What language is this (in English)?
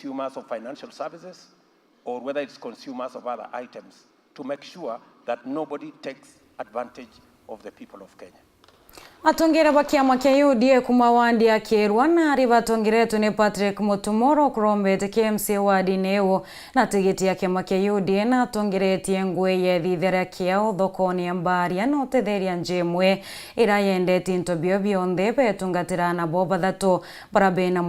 Meru